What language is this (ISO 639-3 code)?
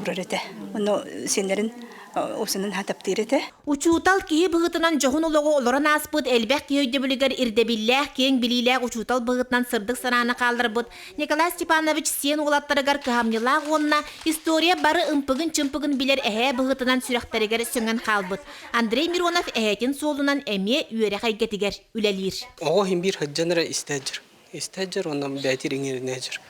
sah